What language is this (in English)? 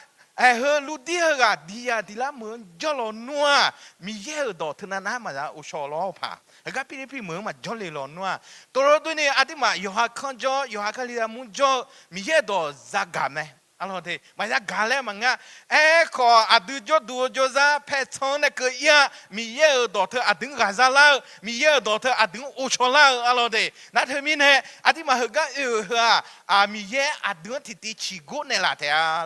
Akha